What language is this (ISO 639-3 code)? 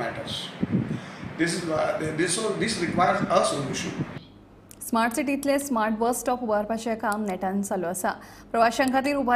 kok